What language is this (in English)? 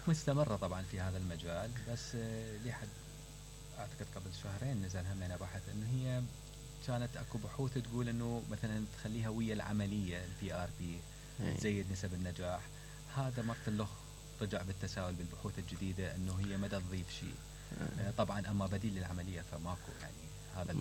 Mesopotamian Arabic